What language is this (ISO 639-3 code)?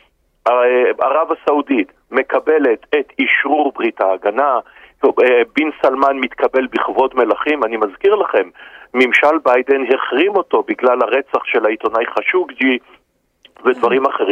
heb